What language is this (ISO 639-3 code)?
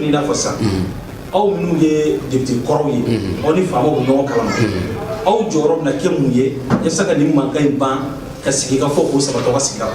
bam